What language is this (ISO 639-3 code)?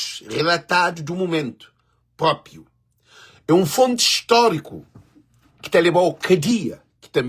kea